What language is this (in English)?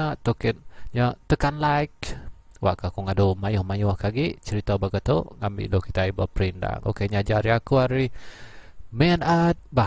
Iban